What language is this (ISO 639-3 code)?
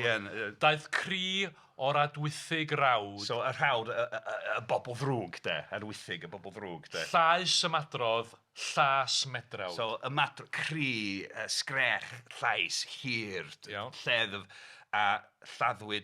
cym